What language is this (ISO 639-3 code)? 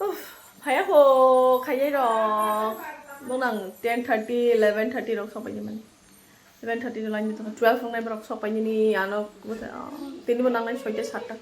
trp